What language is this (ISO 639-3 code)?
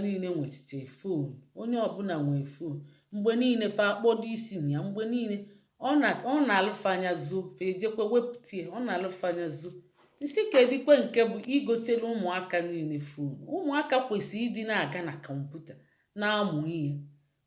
ibo